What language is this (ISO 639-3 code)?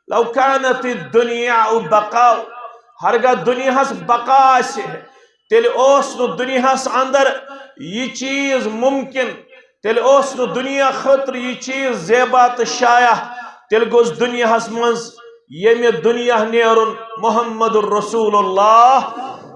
kas